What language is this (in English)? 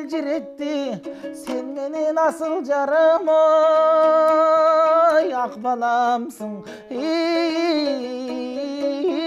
Kazakh